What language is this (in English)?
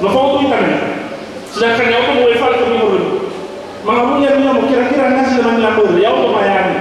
Nias